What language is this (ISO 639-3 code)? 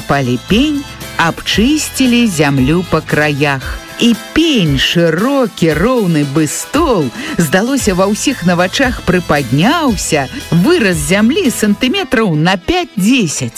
bel